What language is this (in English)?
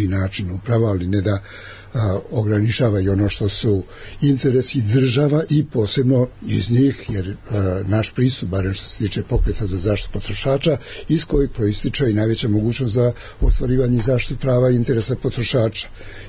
Serbian